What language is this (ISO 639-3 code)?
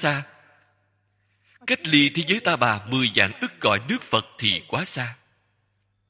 vie